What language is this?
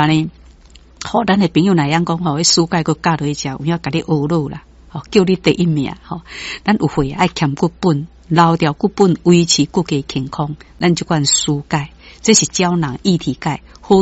Min Nan Chinese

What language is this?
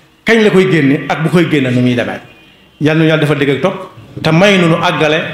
Wolof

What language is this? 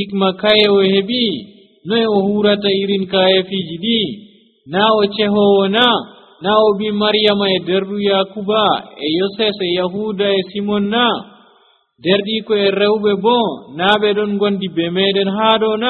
Nigerian Fulfulde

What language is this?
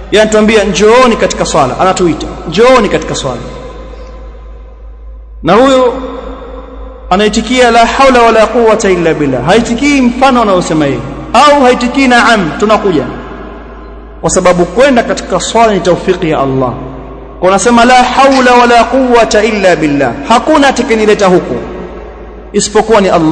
Swahili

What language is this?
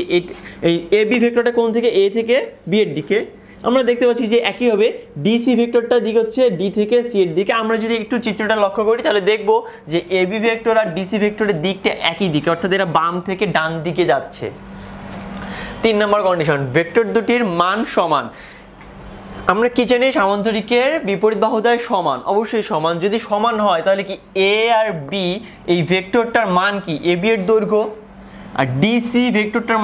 Bangla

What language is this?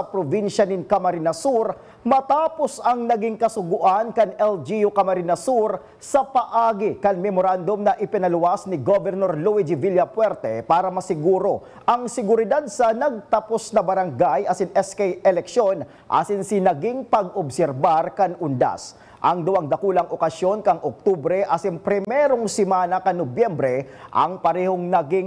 Bikol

